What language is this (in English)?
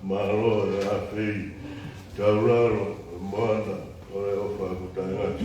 Tongan